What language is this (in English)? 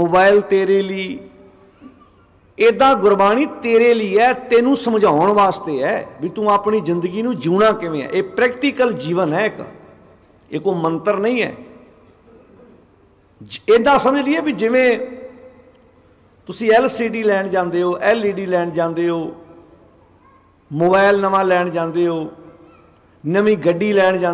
Punjabi